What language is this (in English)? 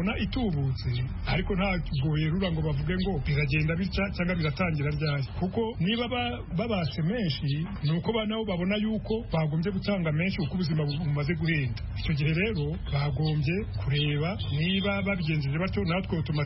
Kinyarwanda